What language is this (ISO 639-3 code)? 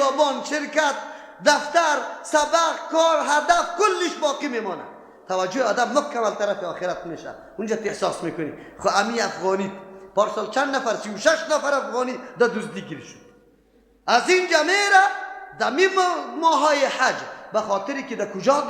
fas